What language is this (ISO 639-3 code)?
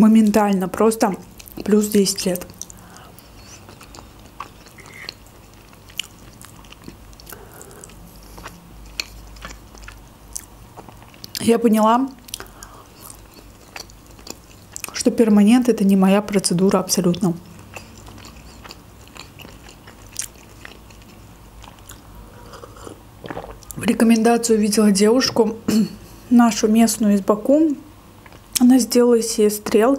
rus